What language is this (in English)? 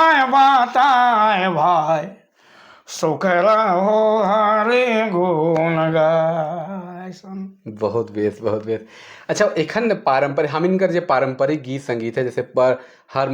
Sadri